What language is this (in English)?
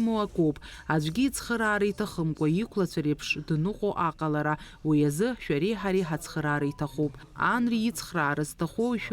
Abkhazian